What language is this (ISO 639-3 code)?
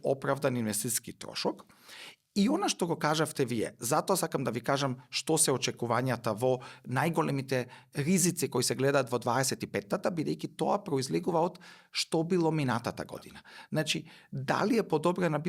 mkd